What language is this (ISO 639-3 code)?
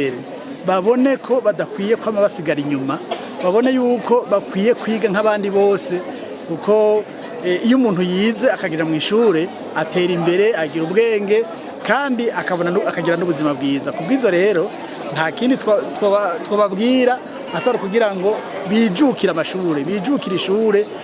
run